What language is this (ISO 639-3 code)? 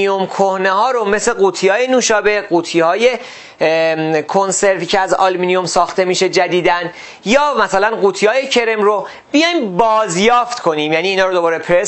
fas